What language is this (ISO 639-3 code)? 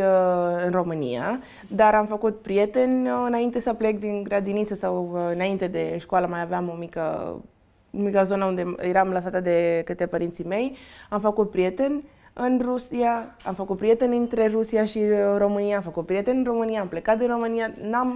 ron